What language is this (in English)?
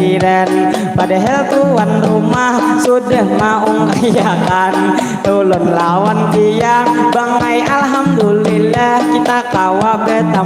Banjar